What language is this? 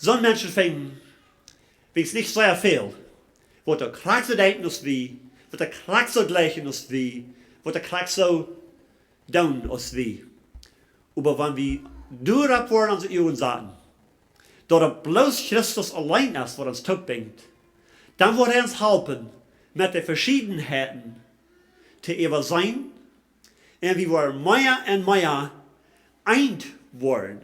Plautdietsch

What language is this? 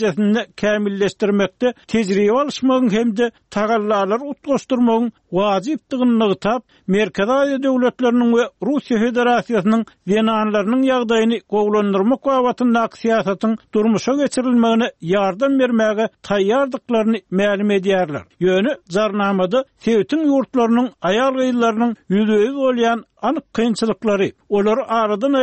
Turkmen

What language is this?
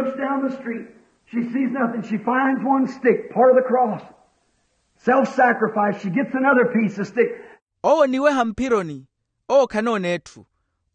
Makhuwa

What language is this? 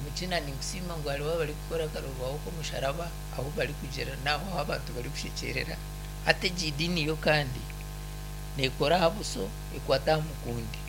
Nyankole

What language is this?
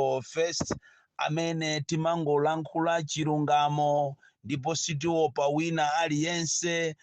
Nyanja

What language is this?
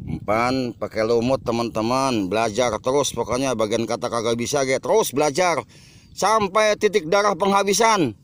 Betawi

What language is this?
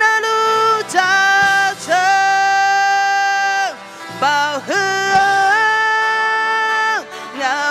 Akha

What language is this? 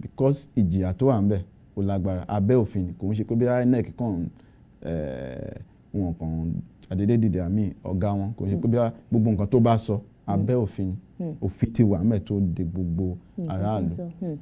Yoruba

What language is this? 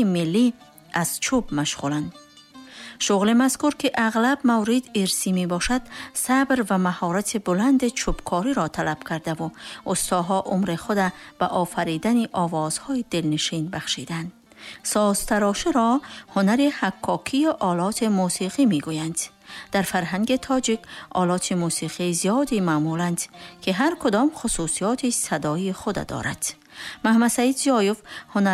Tajik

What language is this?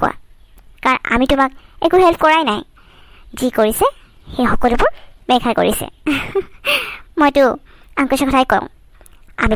Assamese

